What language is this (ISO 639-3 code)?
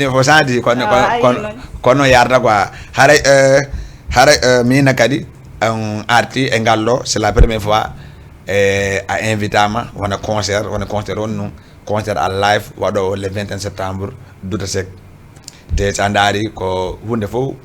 ful